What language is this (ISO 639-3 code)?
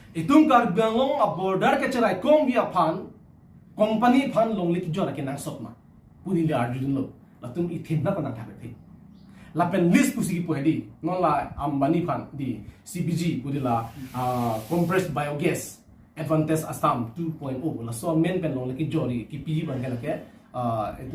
mjw